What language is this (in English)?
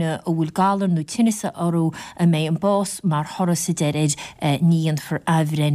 Irish